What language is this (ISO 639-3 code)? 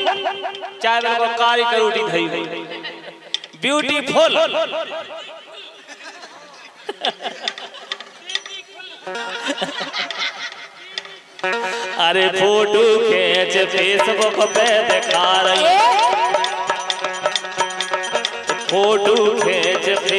bns